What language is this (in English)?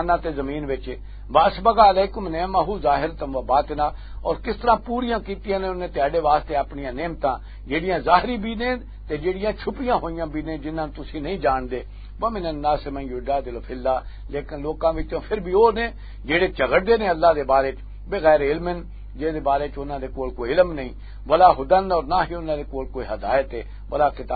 Western Panjabi